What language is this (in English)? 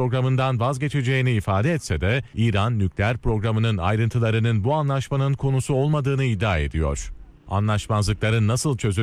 Turkish